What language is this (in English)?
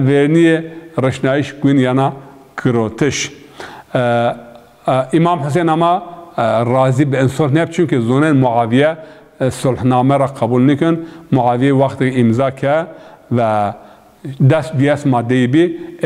Zaza